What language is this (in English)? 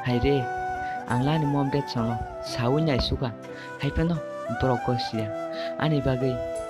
Kok Borok